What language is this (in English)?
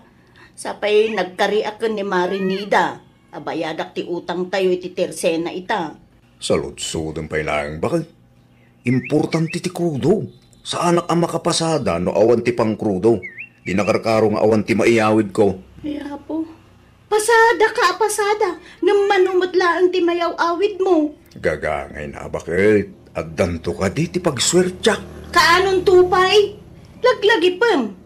Iloko